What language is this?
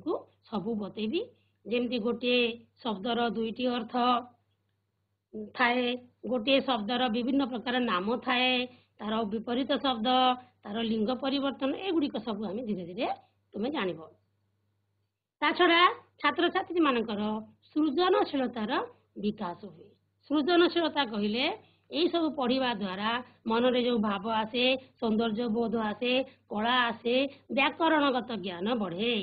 Odia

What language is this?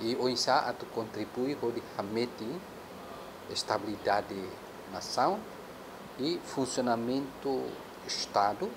Tetum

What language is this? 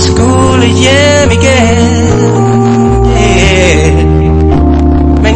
Danish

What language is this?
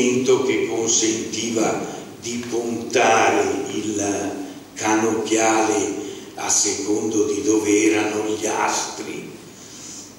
Italian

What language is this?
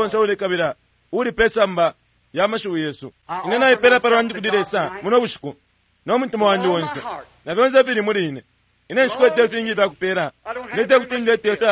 Bemba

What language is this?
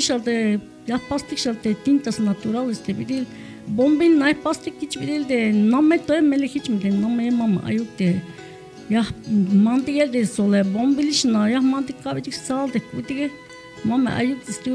Tzeltal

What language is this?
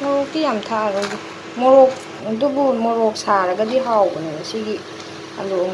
Manipuri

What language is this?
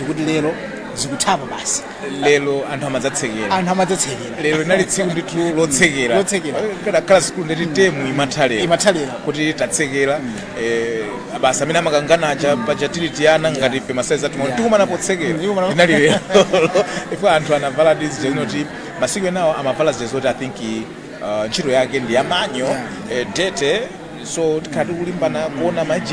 Nyanja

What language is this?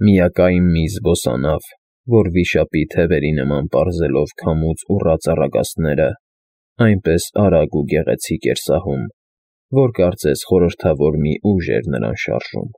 Armenian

